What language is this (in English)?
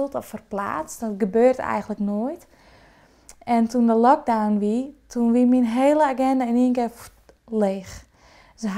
Western Frisian